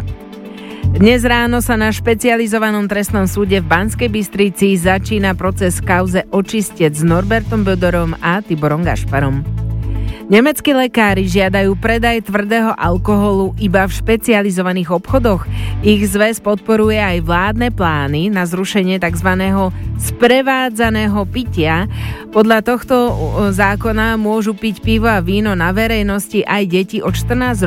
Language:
Slovak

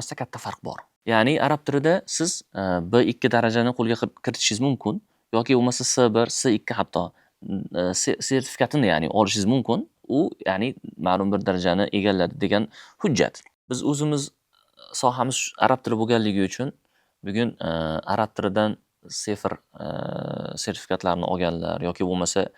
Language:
Uzbek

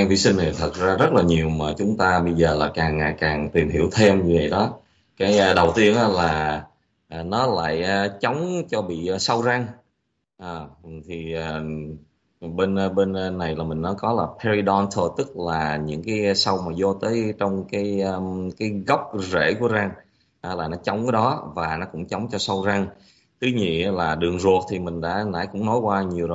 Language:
Vietnamese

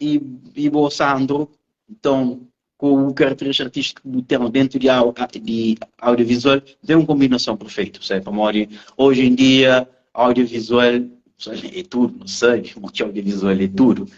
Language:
Kabuverdianu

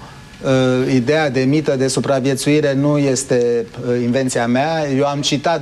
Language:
Romanian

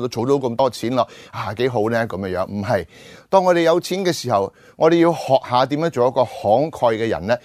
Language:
Cantonese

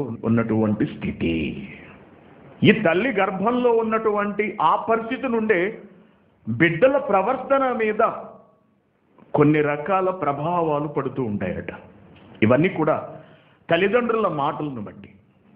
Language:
Telugu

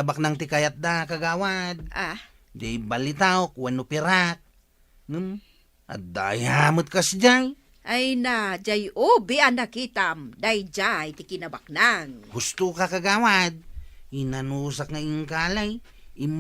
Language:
Iloko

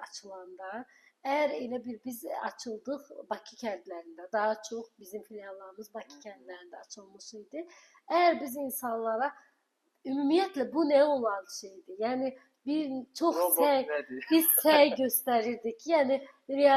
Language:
Azerbaijani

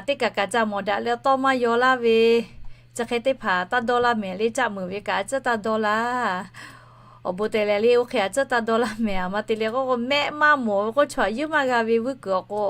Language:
Lahu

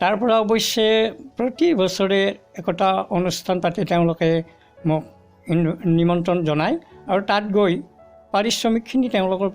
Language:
Assamese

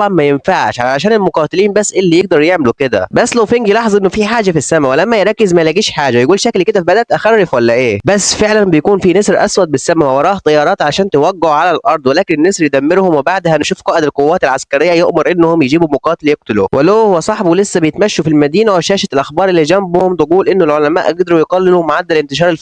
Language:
Egyptian Arabic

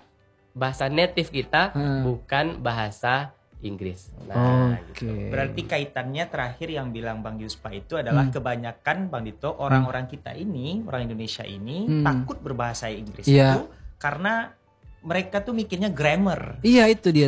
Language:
Indonesian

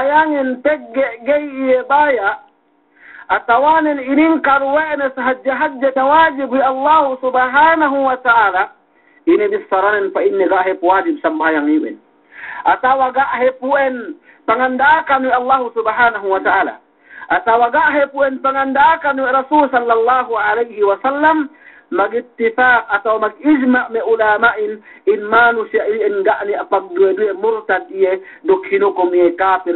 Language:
Yakan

